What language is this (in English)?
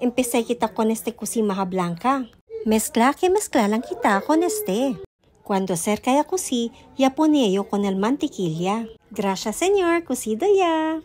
Chavacano